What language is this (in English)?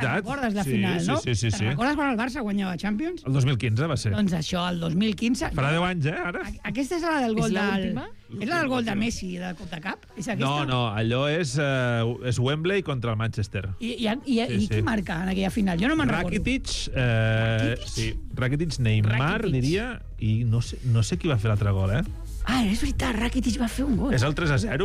Catalan